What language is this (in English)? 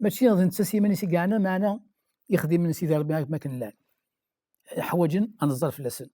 Kabyle